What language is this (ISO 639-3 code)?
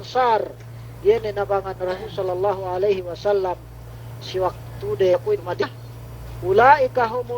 yka